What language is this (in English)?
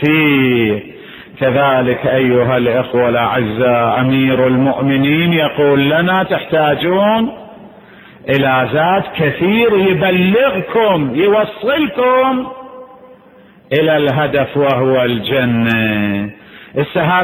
Arabic